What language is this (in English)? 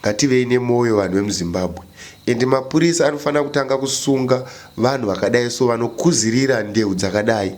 Shona